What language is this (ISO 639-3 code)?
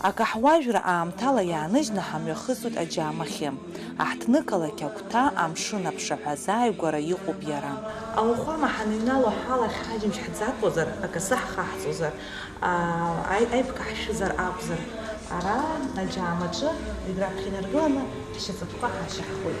abk